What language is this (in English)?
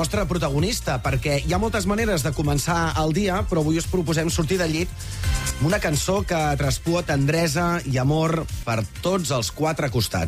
Catalan